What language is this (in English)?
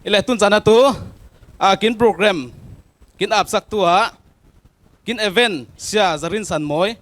Falam Chin